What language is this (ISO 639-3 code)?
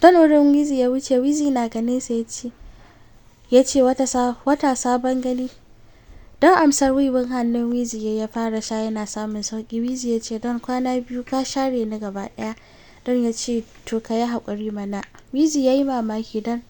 hau